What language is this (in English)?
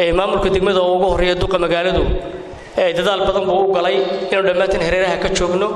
Somali